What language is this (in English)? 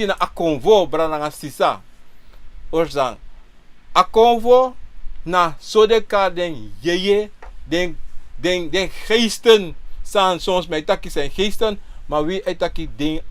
Sranan Tongo